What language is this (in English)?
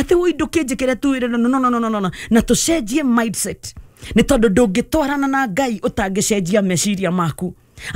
Kikuyu